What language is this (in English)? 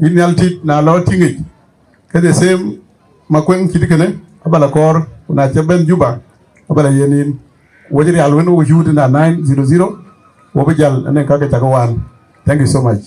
Dinka